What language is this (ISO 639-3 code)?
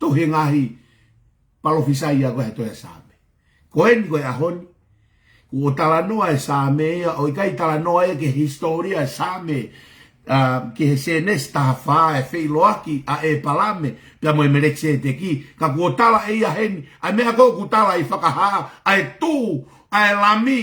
ton